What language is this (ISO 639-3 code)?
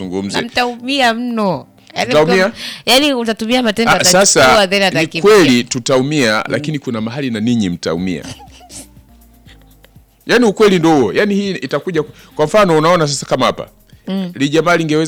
swa